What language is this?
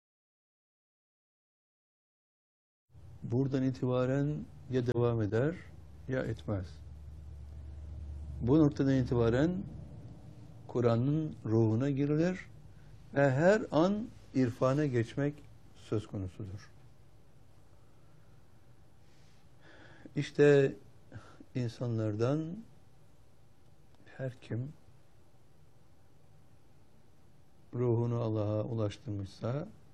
Turkish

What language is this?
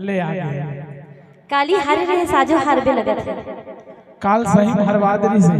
Chhattisgarhi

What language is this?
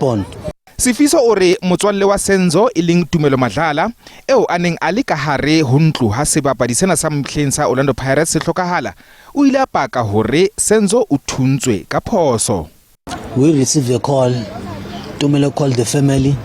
Southern Sotho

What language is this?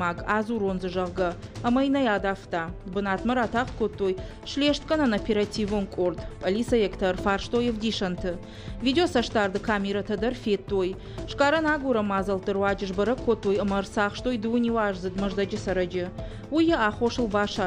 Ossetic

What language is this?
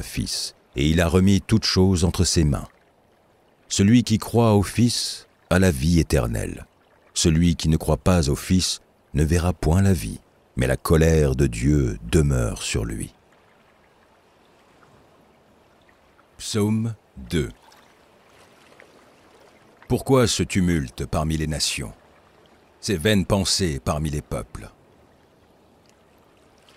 French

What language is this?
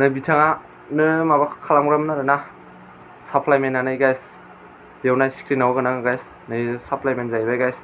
Bodo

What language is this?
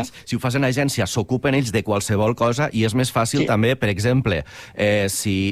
Catalan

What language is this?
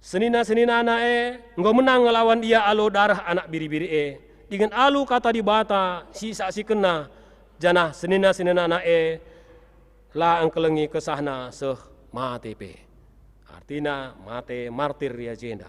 Batak Karo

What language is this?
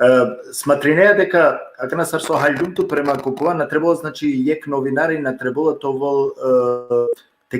Balkan Romani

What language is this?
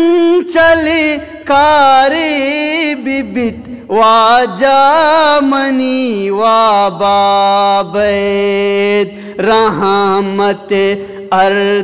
Eastern Balochi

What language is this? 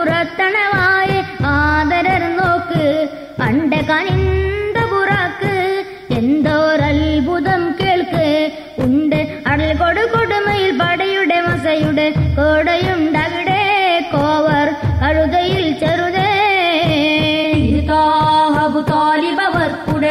Malayalam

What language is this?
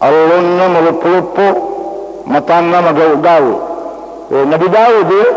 Buginese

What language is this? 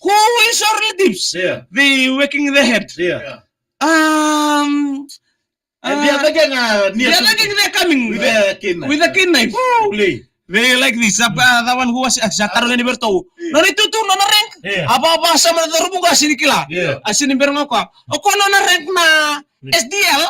Fijian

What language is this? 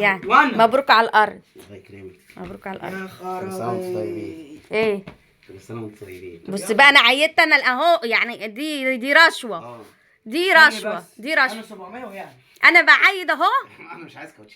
Egyptian Arabic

